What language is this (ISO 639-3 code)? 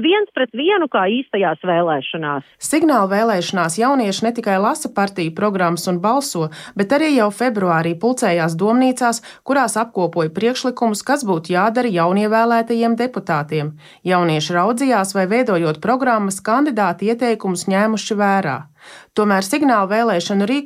lav